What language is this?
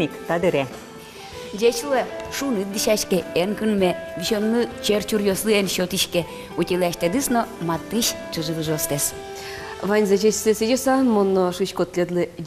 Udmurt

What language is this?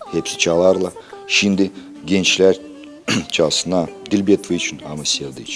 Gagauz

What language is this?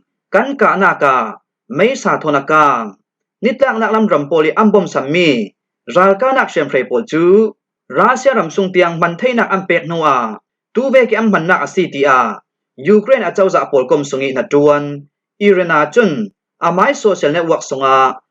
Falam Chin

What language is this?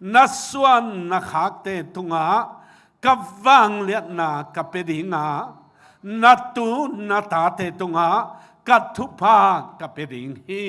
Tedim Chin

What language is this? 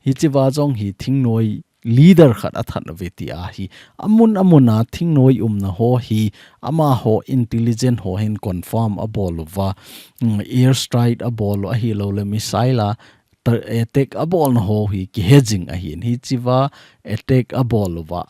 Thado Chin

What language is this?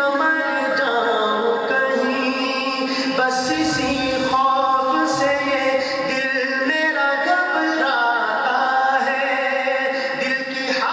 Urdu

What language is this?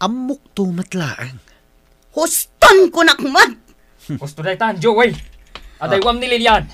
Iloko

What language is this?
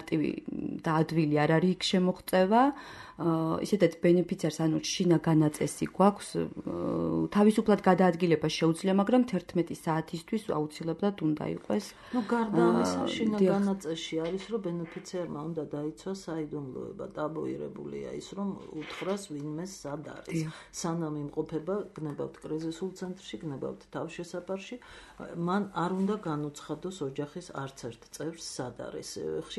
Georgian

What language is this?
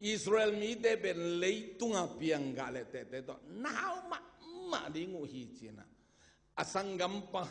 Tedim Chin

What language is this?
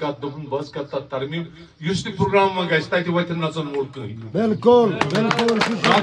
Kashmiri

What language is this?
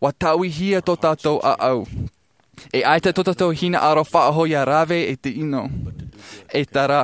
Tahitian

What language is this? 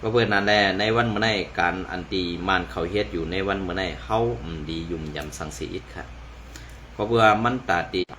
Shan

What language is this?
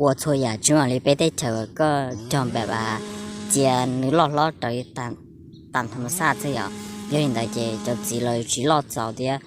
Hmong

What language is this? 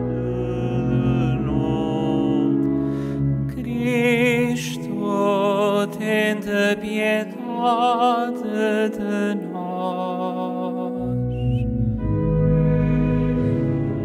Portuguese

